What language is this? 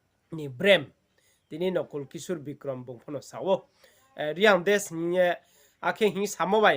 Riang (India)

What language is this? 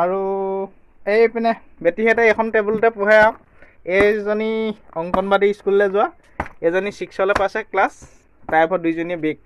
Assamese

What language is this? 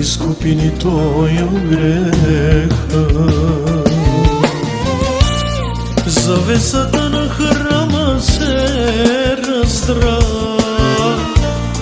Bulgarian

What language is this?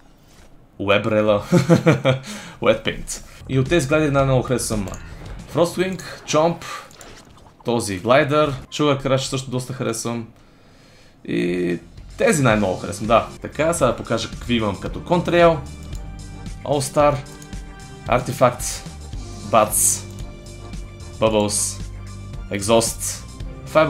Bulgarian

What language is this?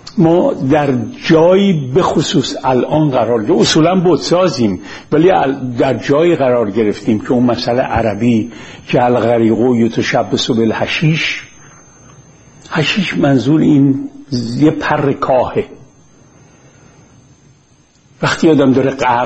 Persian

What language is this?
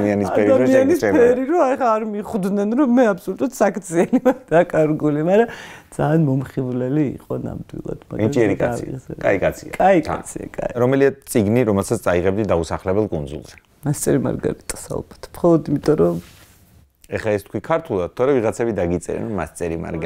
Georgian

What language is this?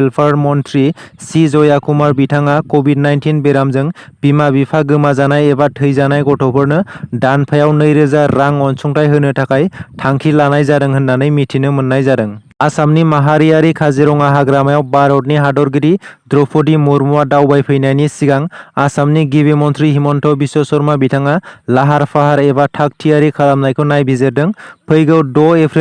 Bodo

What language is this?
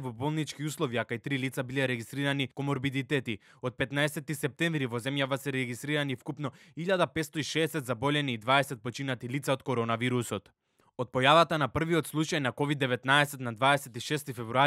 Macedonian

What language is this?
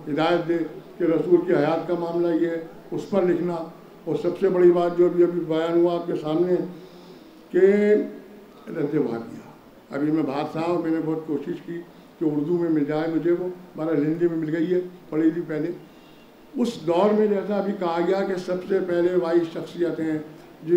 Urdu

